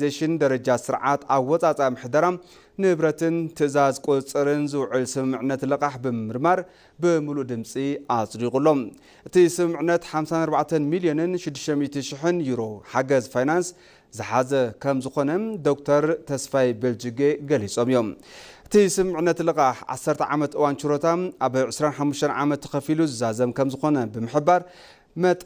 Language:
Tigrinya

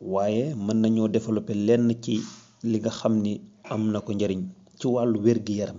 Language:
Wolof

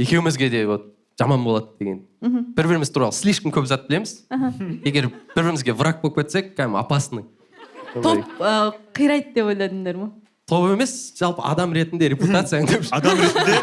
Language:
Kazakh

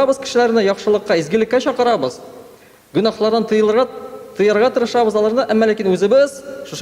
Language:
Tatar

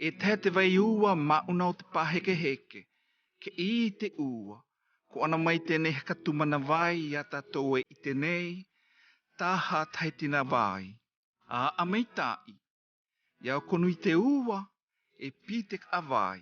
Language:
South Marquesan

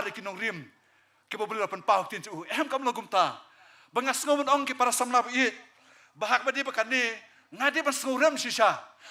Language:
Khasi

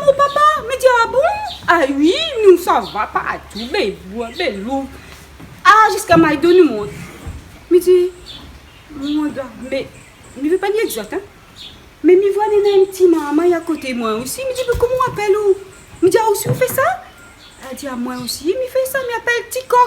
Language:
Réunion Creole French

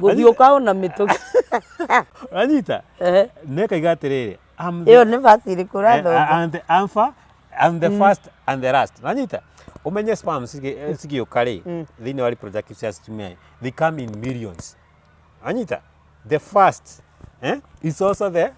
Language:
Kikuyu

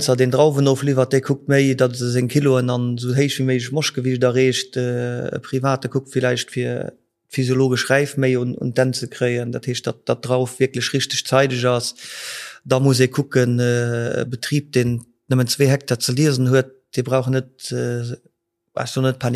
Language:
Luxembourgish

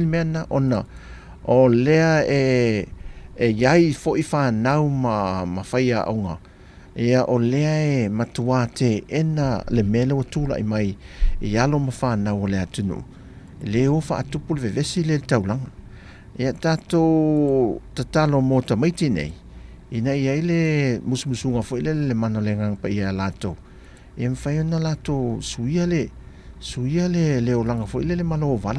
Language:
Samoan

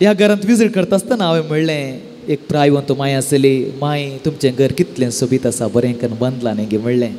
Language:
Konkani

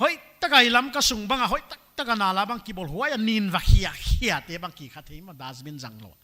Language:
Paite Chin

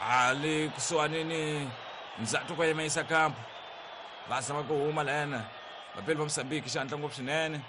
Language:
Tsonga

